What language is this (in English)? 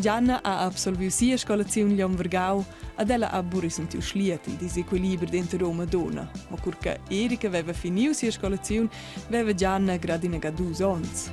Romansh